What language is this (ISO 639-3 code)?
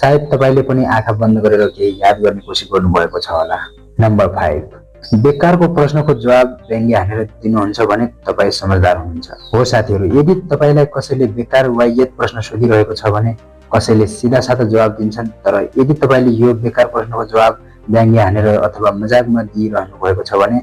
nep